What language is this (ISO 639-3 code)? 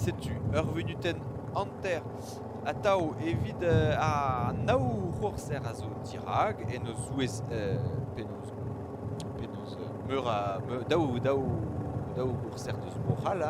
bre